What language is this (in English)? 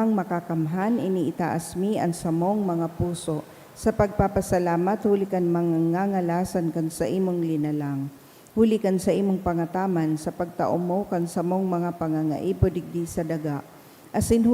Bikol